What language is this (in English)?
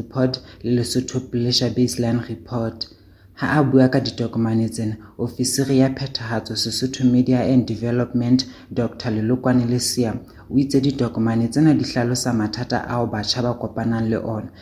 Southern Sotho